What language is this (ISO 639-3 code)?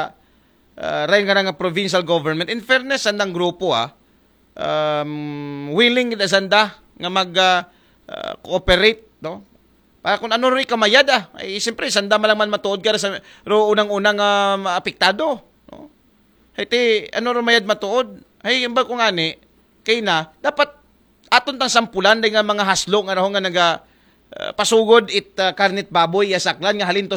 akl